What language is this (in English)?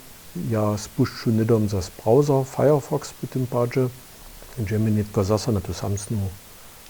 Upper Sorbian